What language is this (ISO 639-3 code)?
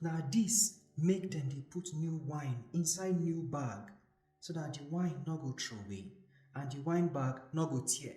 pcm